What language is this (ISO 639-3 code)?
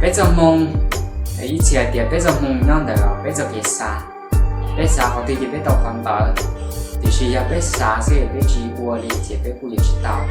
hmn